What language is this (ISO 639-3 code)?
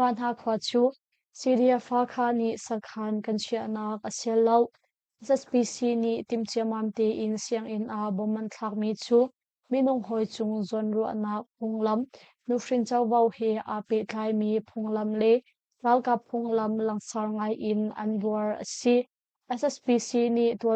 cnh